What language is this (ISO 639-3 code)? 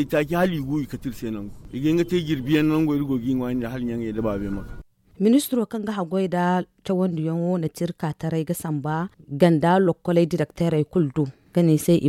dje